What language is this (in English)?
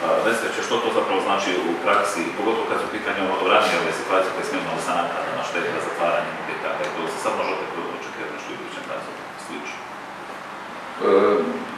Croatian